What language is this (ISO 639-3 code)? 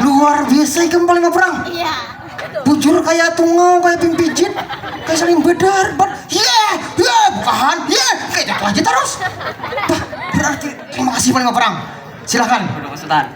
bjn